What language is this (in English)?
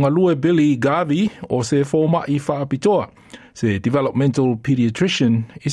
Samoan